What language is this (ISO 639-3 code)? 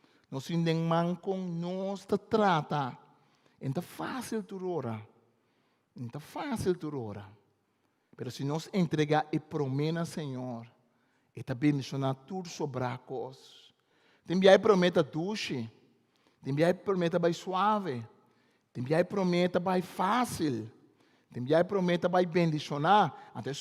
pap